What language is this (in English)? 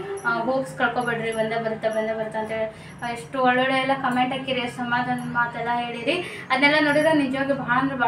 Kannada